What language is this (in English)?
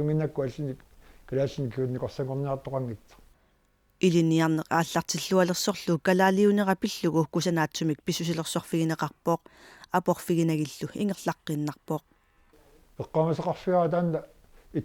Kalaallisut